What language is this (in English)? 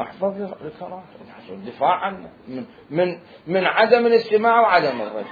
Mesopotamian Arabic